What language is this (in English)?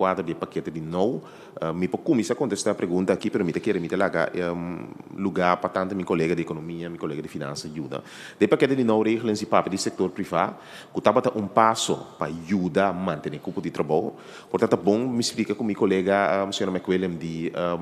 Papiamento